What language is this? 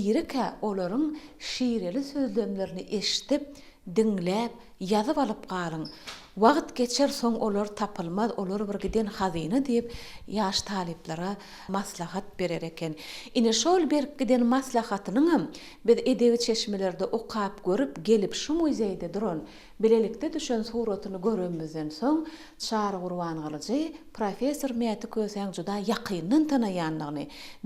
Turkmen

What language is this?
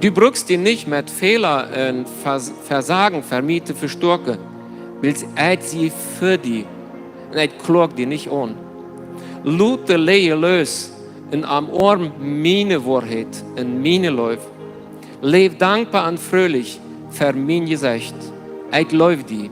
Plautdietsch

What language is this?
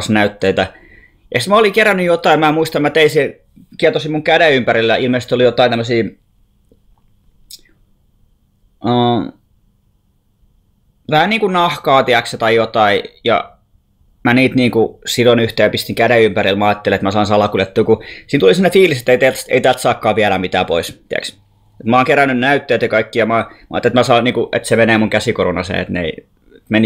Finnish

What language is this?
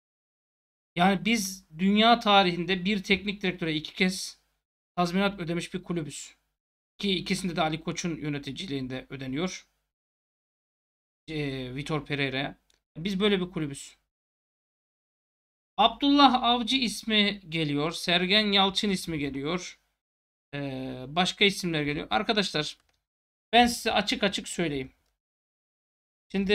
Turkish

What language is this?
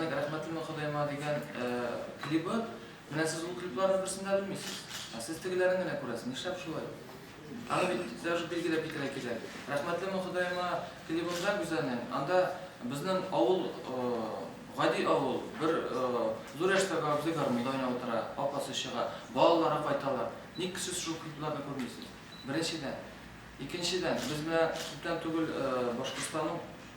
Tatar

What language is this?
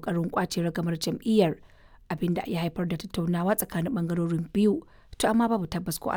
Hausa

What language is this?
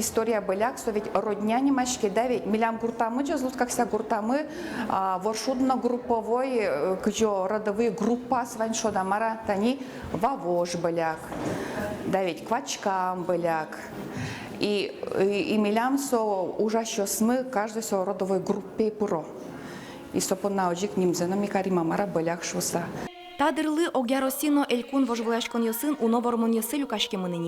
Udmurt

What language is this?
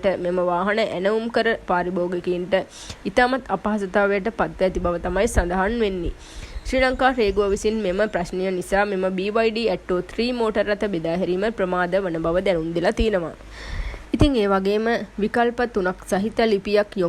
Sinhala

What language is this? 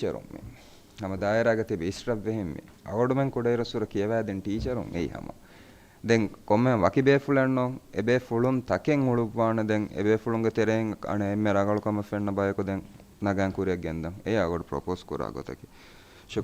Divehi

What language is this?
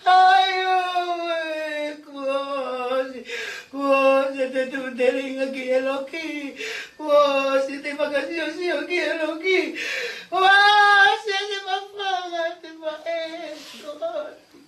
Tongan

